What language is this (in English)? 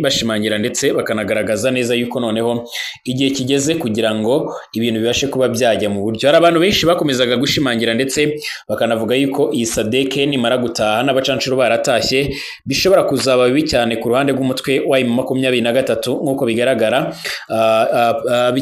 Kinyarwanda